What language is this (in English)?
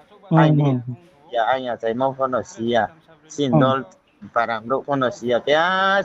Riang (India)